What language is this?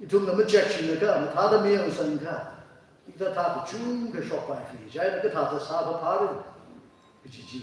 Tangkhul Naga (India)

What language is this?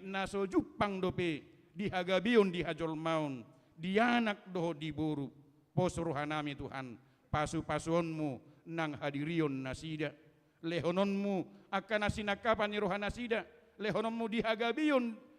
Batak Toba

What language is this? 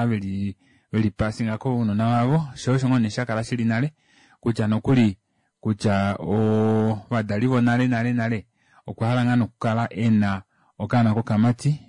Kuanyama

